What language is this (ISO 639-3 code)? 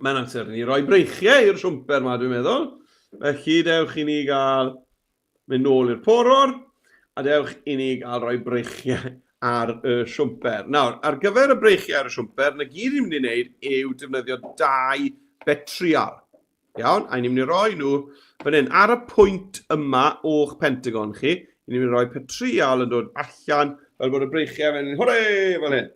cym